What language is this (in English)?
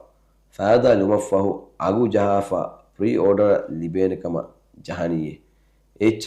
Divehi